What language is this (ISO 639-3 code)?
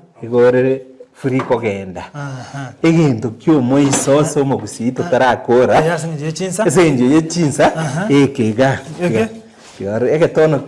guz